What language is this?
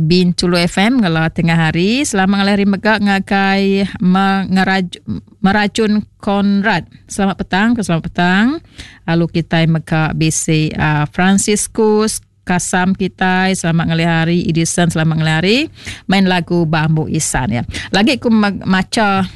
Iban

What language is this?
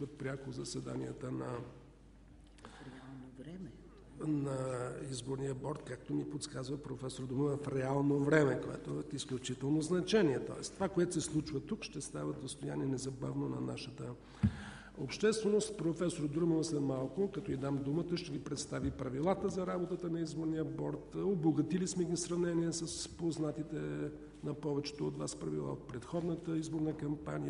Bulgarian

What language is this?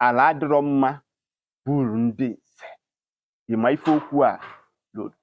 Igbo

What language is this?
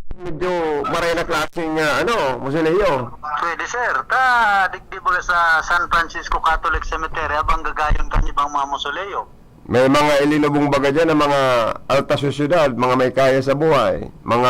Bikol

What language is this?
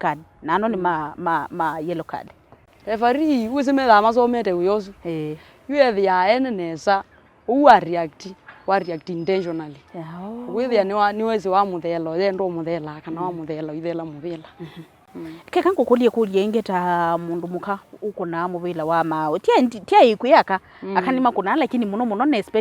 Kamba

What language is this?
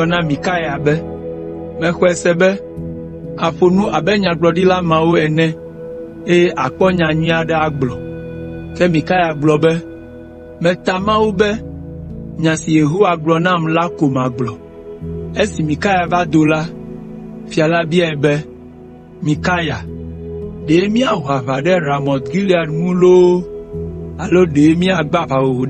Ewe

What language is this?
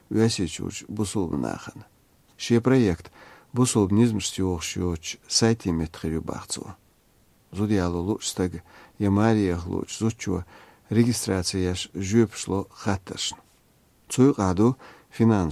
Chechen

